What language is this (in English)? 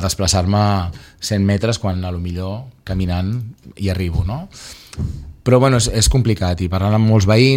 Catalan